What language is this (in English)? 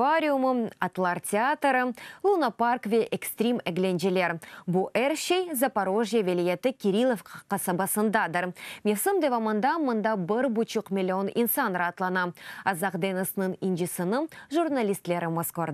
Crimean Tatar